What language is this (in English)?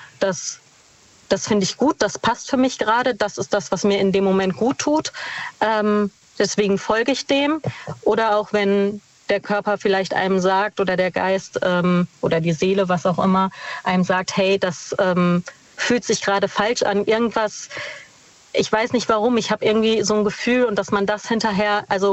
German